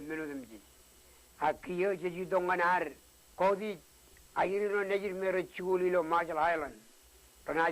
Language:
Marshallese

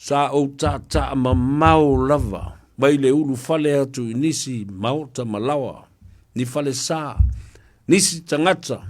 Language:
Samoan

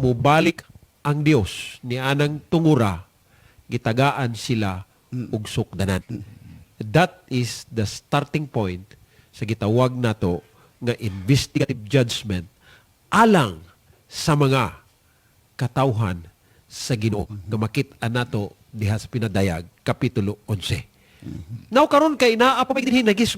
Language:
Cebuano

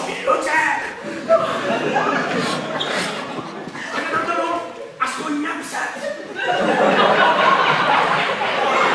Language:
Czech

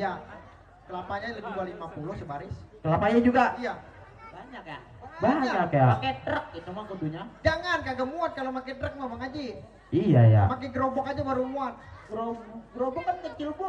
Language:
Betawi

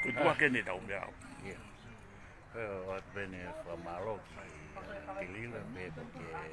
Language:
Tongan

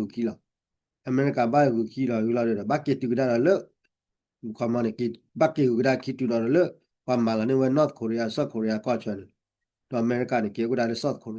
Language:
S'gaw Karen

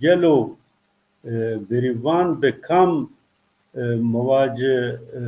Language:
Zaza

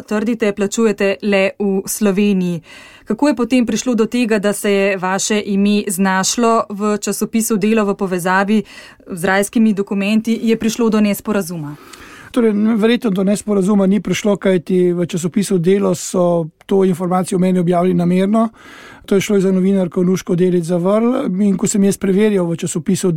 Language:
Slovenian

